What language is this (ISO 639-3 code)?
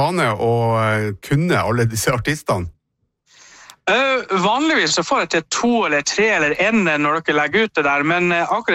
nor